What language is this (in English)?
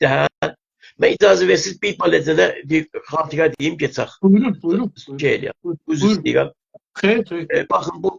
South Azerbaijani